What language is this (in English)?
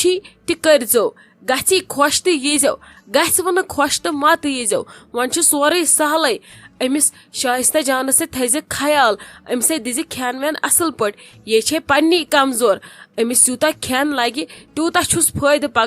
Kashmiri